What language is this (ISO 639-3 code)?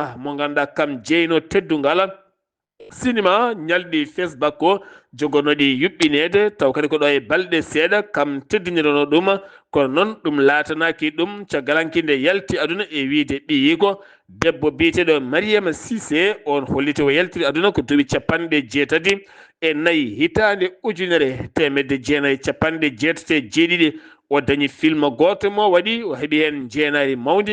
ful